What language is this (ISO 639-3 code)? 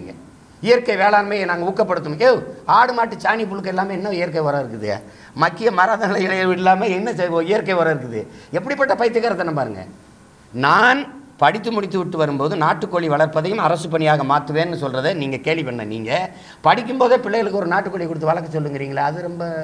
tam